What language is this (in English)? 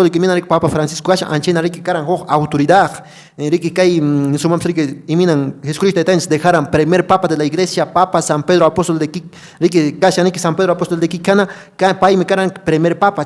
Quechua